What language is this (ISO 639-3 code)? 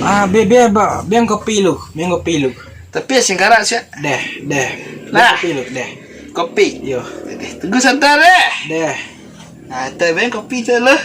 min